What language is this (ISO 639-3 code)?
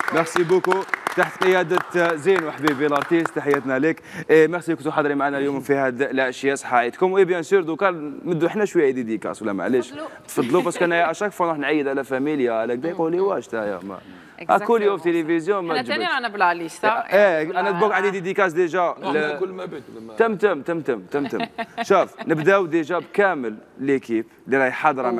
arq